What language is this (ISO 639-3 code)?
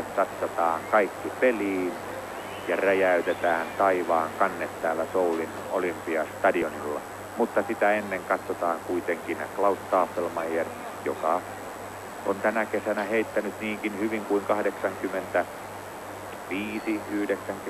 fin